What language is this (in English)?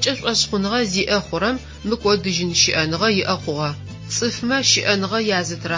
Adyghe